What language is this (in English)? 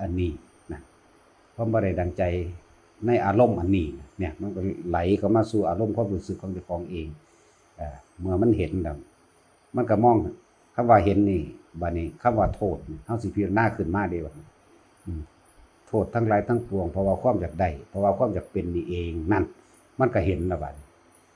Northeastern Thai